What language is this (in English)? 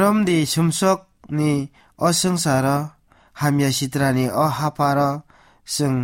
Kok Borok